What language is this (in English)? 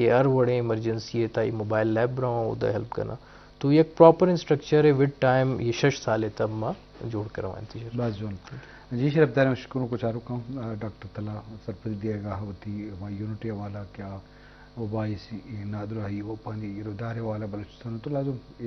Eastern Balochi